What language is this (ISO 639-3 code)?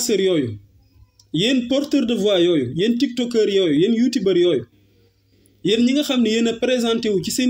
wol